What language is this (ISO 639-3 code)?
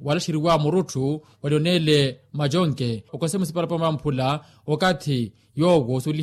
vmw